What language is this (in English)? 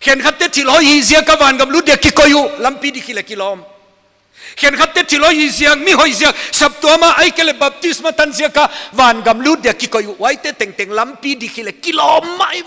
Paite Chin